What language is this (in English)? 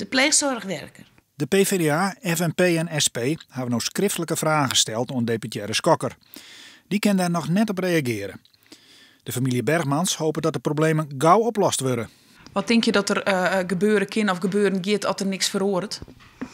Western Frisian